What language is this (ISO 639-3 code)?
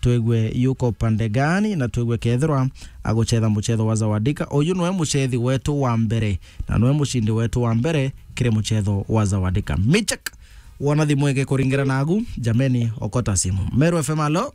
mer